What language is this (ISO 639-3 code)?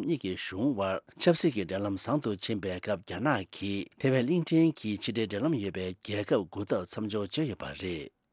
bod